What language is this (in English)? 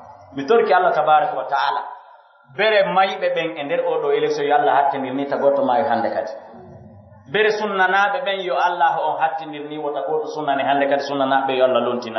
Pular